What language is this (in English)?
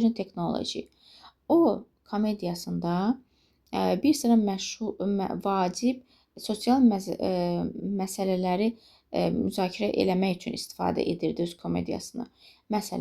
Azerbaijani